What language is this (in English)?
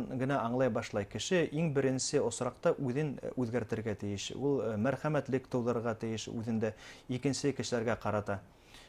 Bashkir